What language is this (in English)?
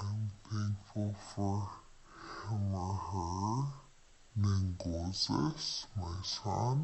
Ojibwa